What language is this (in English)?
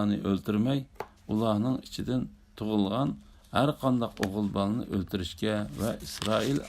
Uyghur